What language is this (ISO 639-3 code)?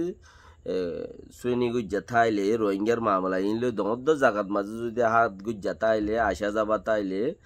rhg